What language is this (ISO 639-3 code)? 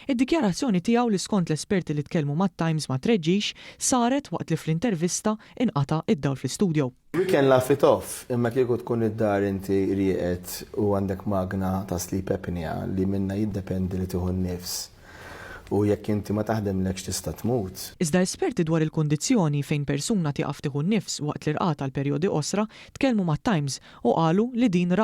mlt